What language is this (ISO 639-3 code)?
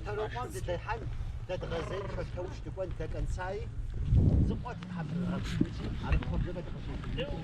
kbd